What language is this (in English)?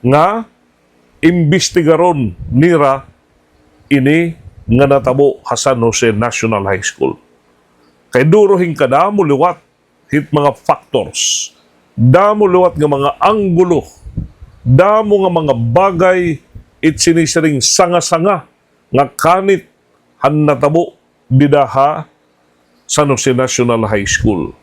Waray